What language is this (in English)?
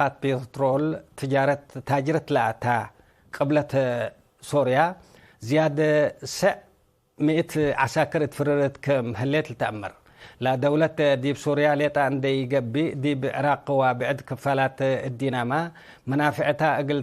Tigre